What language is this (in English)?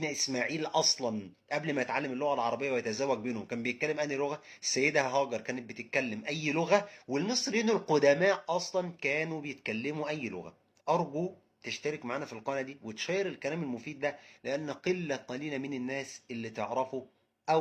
Egyptian Arabic